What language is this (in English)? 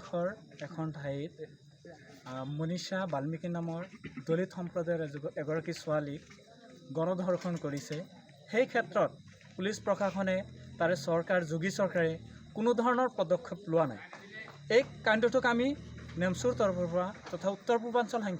Assamese